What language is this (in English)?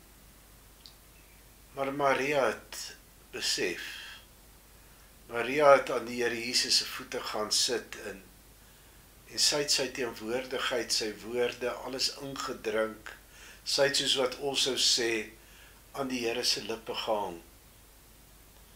Afrikaans